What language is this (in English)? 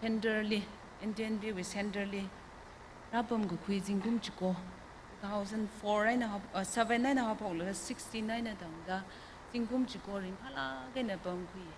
Tangkhul Naga (India)